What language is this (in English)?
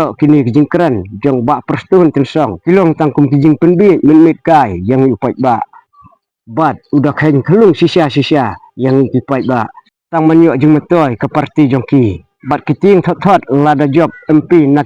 Khasi